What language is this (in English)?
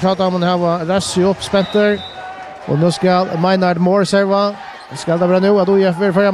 Faroese